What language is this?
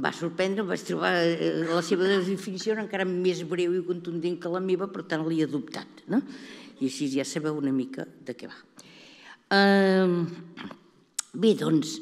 Catalan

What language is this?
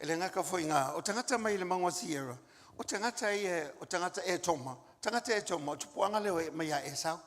Samoan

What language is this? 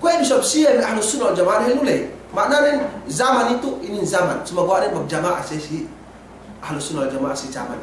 Yakan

